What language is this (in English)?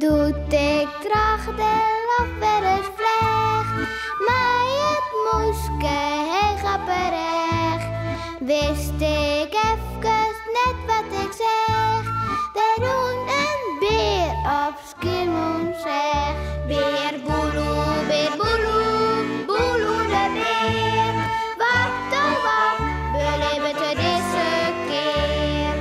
Western Frisian